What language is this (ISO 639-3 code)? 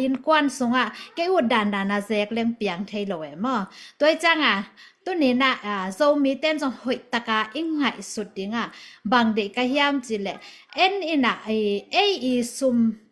ctd